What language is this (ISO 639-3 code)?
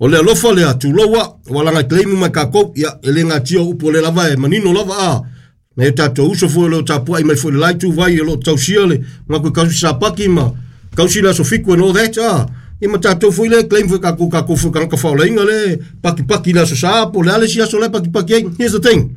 smo